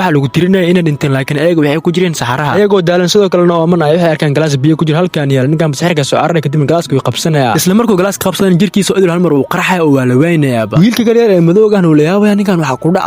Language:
Somali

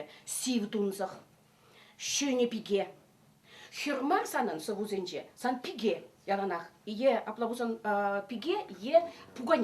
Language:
Chuvash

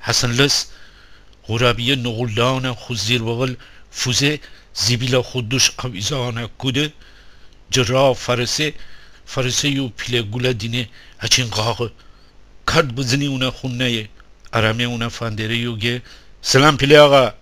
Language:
Gilaki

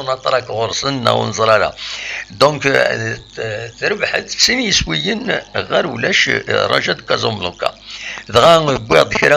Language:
Kabyle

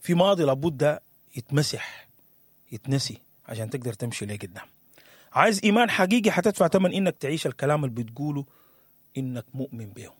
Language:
Sudanese Arabic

